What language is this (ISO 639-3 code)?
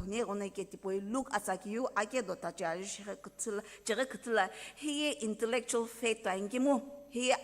nsm